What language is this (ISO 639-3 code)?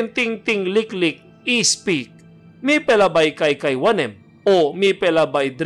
tpi